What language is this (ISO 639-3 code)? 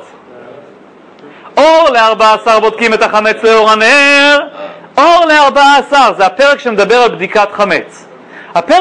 heb